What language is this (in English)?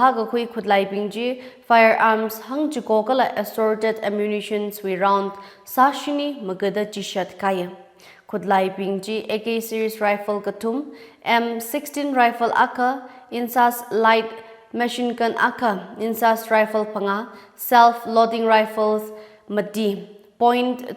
Tangkhul Naga (India)